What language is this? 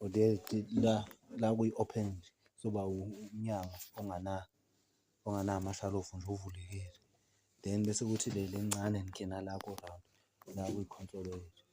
Zulu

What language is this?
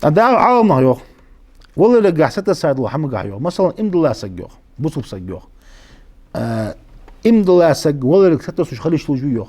Ingush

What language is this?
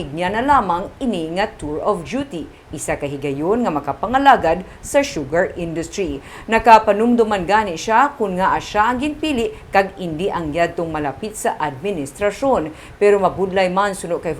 Hiligaynon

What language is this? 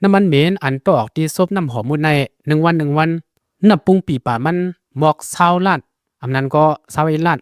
Shan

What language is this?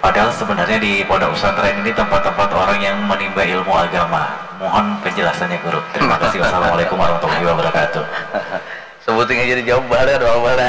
Banjar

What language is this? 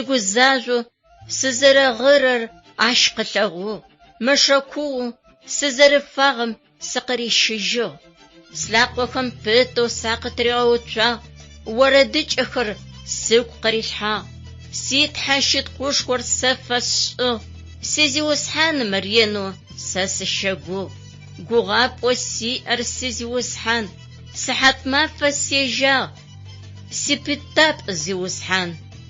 Adyghe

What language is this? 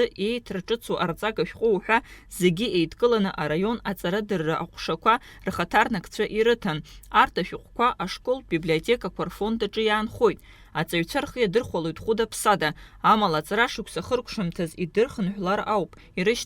Abkhazian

